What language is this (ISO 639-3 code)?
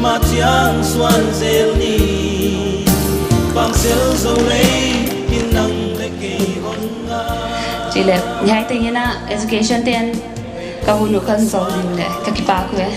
pck